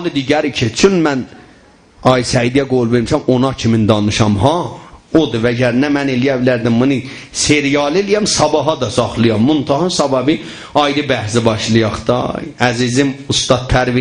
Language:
South Azerbaijani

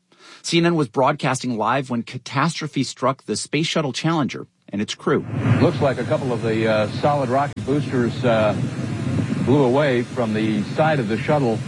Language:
English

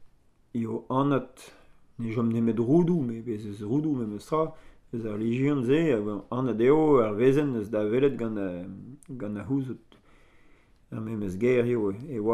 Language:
Breton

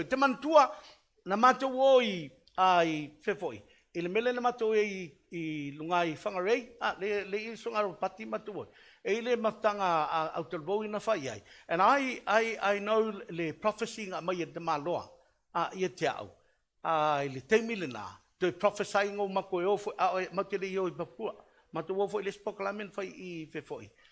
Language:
Samoan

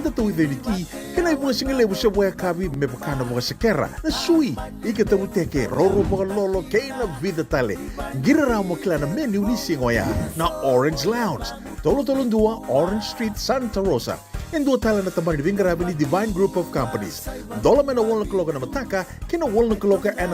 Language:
Fijian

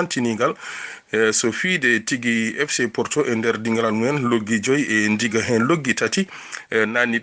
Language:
Fula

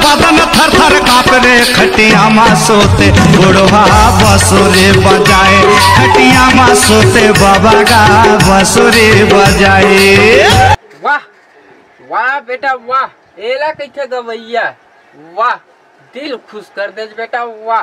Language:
Chhattisgarhi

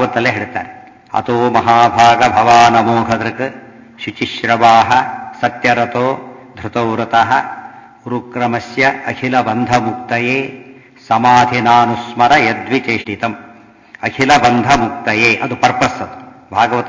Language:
Kannada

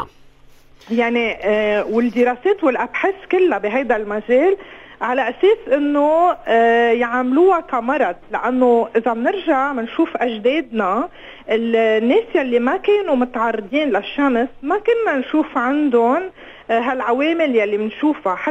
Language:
North Levantine Arabic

